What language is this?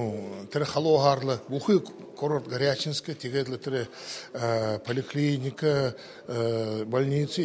Buriat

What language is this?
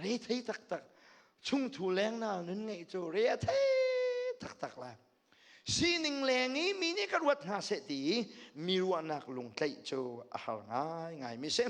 Hakha Chin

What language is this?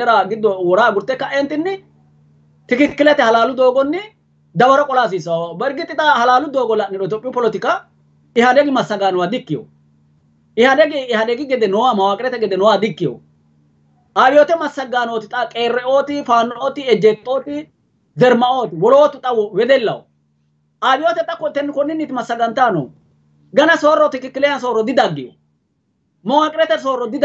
Sidamo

